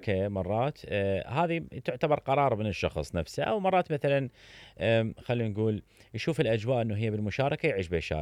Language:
Mesopotamian Arabic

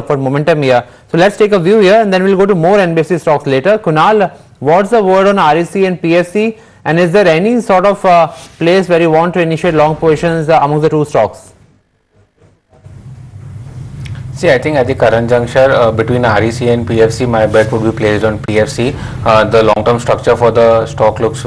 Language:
English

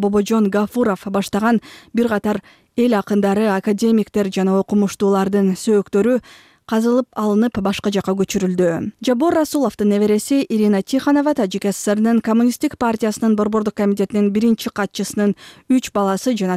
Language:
Kyrgyz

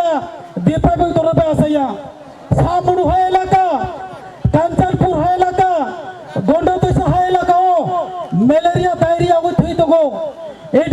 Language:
Kok Borok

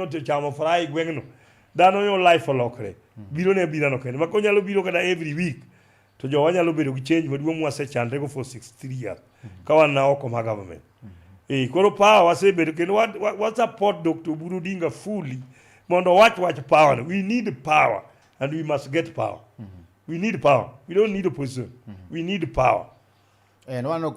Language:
Luo (Kenya and Tanzania)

